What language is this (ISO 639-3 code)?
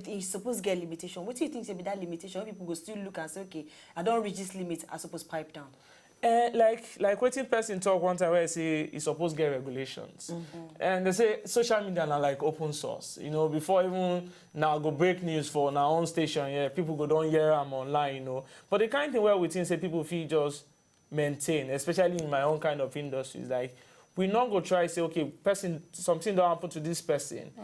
pcm